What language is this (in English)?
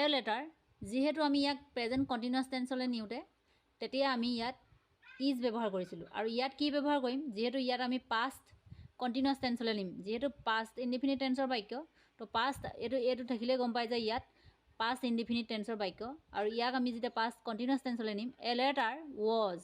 Assamese